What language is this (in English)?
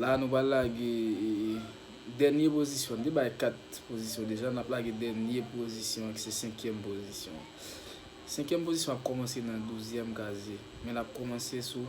Haitian Creole